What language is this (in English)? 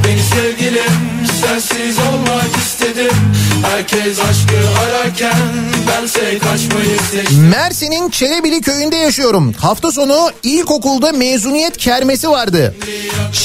Turkish